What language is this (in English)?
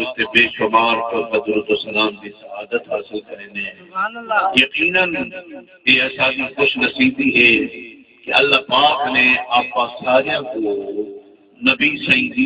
Saraiki